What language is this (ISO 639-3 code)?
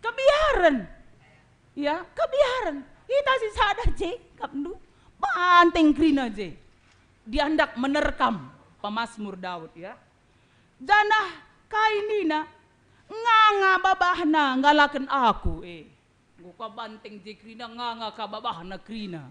btx